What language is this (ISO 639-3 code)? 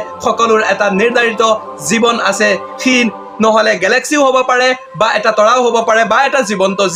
asm